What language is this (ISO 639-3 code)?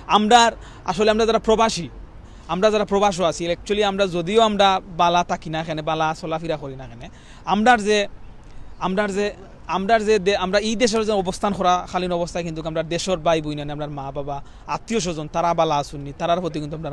syl